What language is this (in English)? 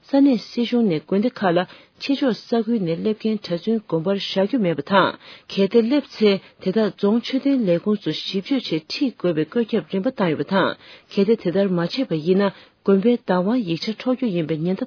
Tibetan